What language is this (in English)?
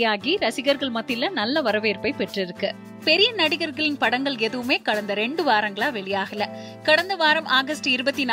Tamil